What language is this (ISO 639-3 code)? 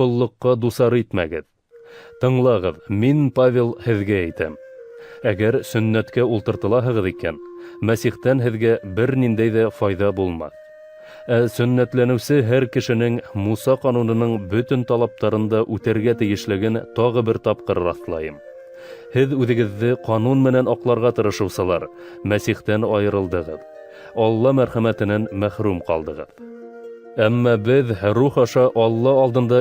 bak